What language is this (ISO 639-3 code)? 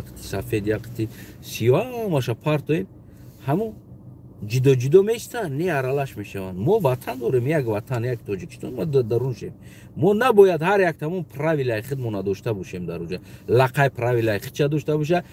tgk